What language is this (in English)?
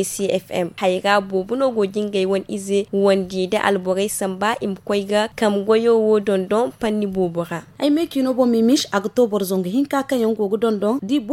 Zarma